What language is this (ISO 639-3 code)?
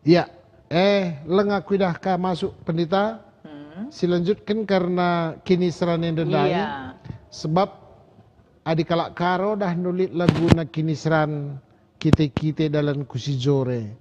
btx